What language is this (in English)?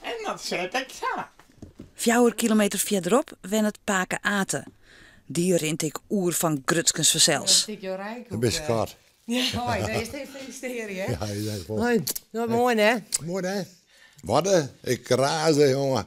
Western Frisian